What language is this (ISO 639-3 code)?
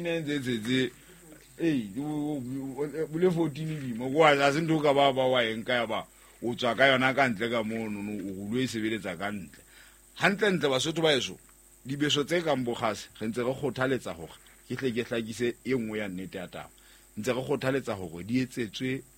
sot